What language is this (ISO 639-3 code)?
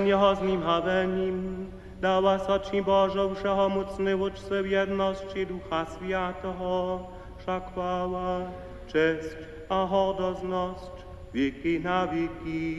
hsb